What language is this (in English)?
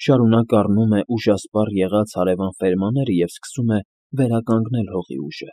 Armenian